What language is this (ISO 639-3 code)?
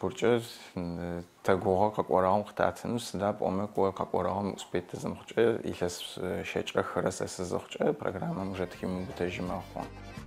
ady